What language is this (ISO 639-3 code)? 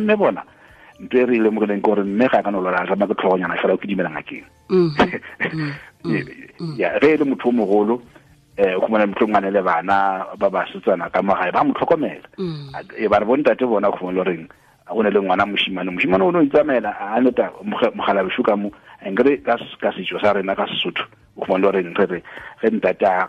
nso